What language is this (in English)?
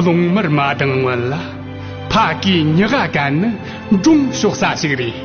Tibetan